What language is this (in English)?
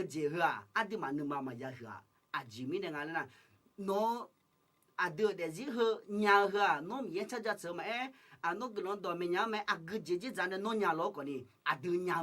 Akha